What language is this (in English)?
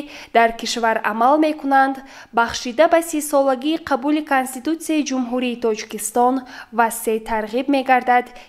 Tajik